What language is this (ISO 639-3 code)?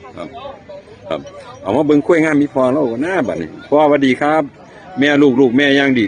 tts